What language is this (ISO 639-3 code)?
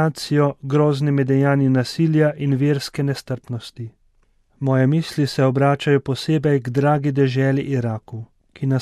slv